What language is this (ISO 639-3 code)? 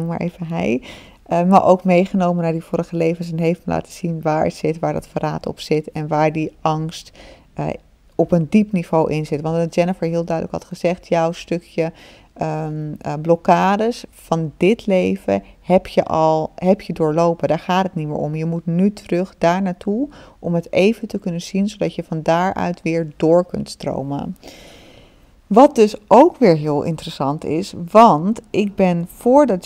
nld